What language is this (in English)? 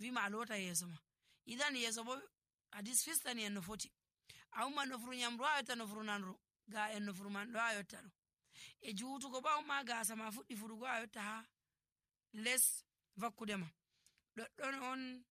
Nigerian Fulfulde